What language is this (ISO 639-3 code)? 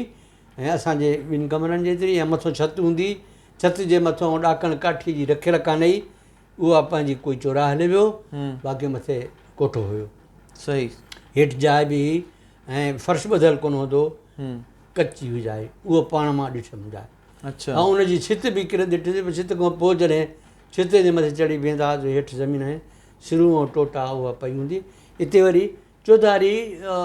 snd